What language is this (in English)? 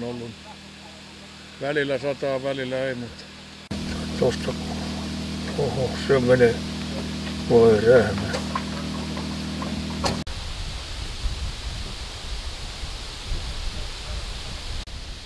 Finnish